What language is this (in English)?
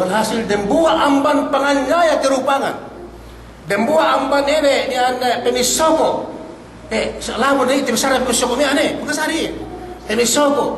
Yakan